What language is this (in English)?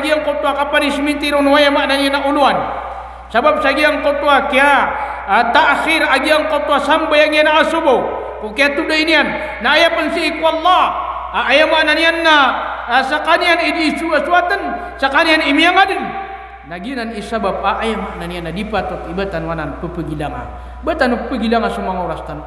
Maranao